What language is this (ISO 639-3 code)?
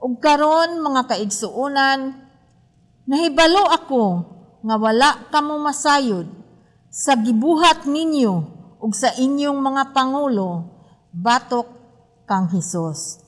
ceb